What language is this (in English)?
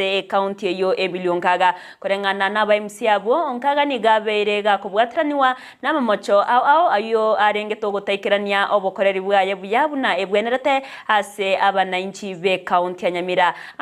Gusii